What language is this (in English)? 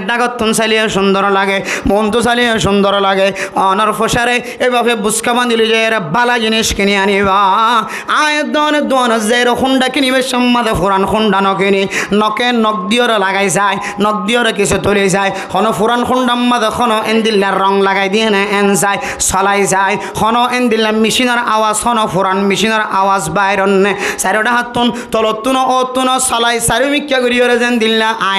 Rohingya